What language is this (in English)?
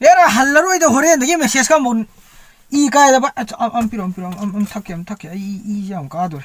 Manipuri